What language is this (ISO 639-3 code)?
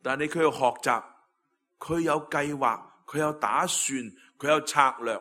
yue